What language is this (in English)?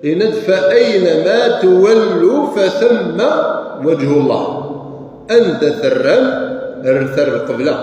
Kabyle